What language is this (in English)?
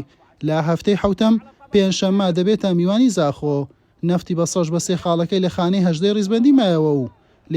Central Kurdish